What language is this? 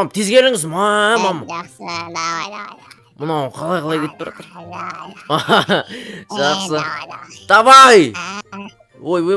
Kazakh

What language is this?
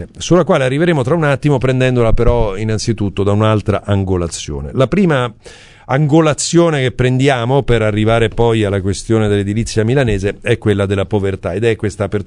Italian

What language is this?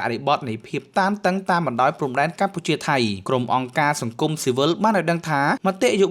Khmer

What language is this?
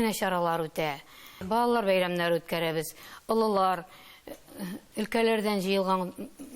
Tatar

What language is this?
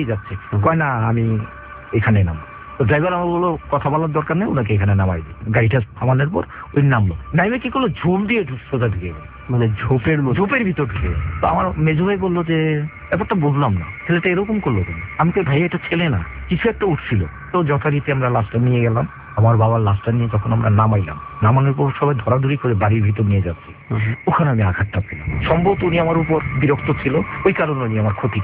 Bangla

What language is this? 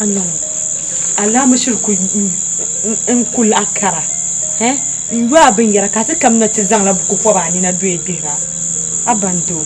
Dagbani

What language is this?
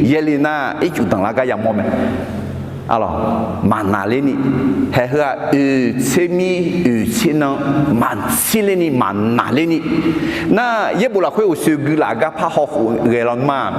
Akha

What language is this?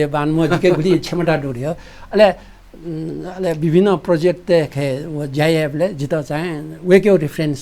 Newari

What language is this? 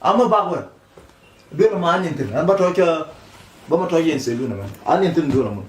Nuer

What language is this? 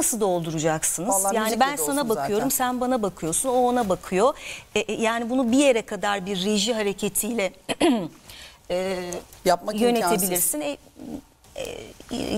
Turkish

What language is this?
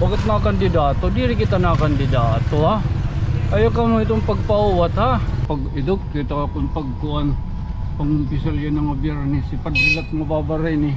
Waray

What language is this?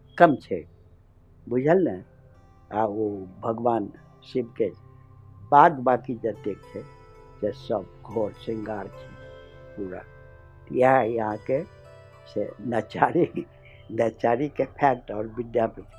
Maithili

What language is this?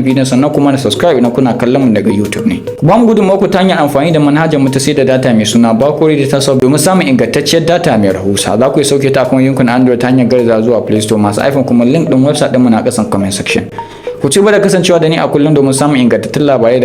Hausa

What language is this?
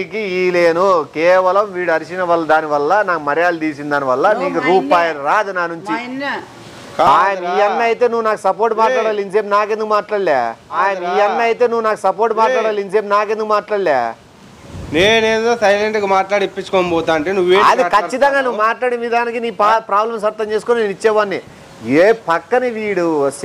Telugu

